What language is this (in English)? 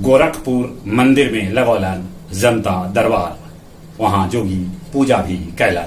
Magahi